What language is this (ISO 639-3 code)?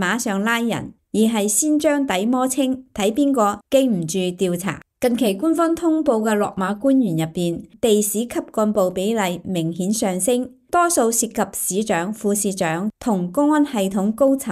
yue